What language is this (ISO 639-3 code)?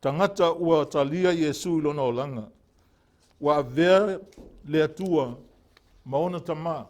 smo